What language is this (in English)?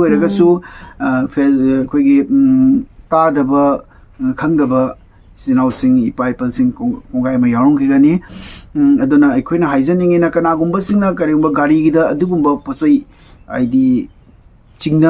Manipuri